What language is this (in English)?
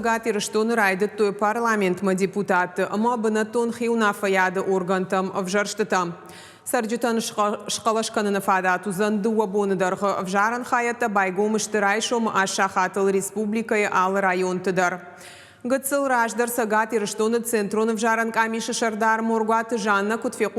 Ossetic